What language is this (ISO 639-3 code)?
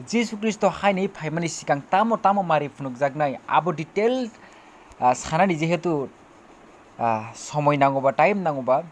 trp